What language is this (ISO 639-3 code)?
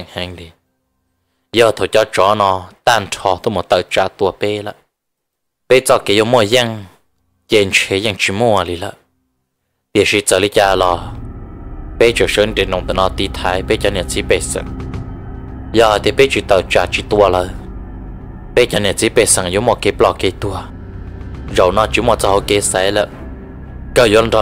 vie